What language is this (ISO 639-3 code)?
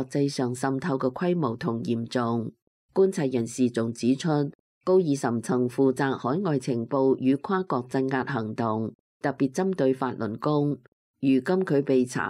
yue